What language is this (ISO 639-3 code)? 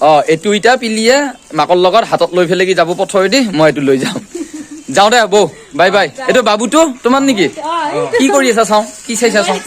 asm